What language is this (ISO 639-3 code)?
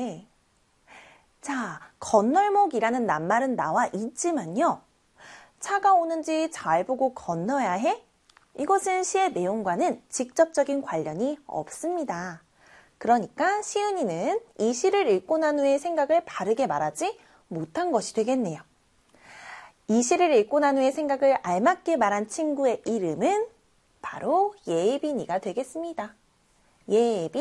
kor